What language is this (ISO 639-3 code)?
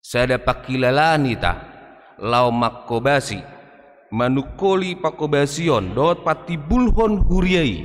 bbc